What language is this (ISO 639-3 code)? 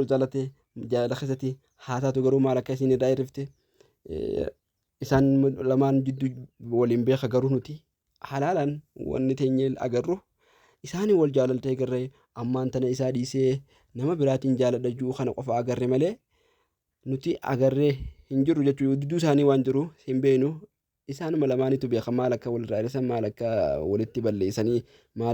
orm